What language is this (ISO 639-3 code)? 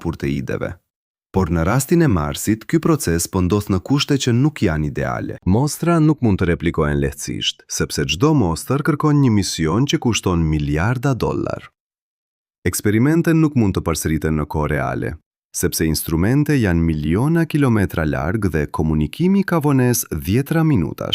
sqi